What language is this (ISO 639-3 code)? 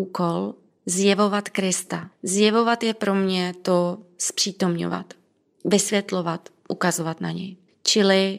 ces